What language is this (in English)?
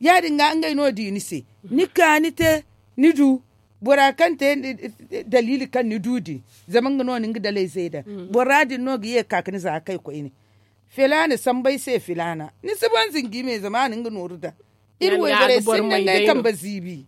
Zarma